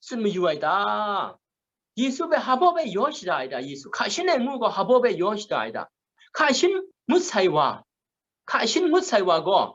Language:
Kachin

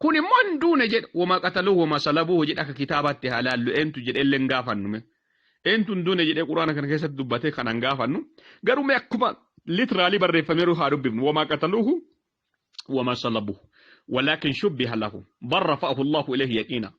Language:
Oromo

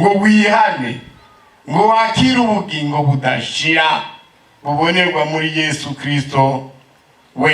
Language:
Rundi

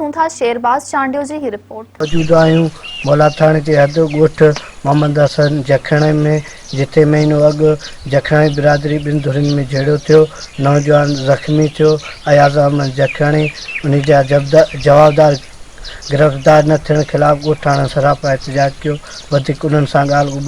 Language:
Sindhi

